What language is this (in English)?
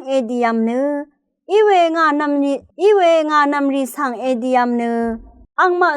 Rawang